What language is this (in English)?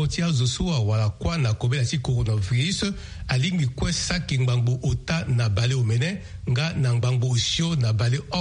Sango